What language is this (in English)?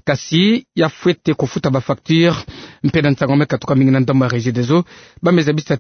Kituba (Democratic Republic of Congo)